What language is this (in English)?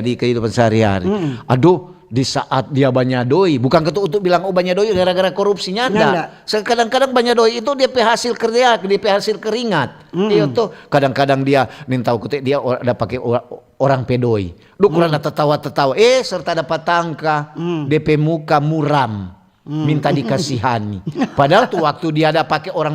Manado Malay